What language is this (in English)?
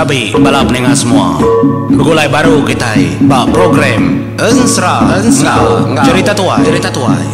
Iban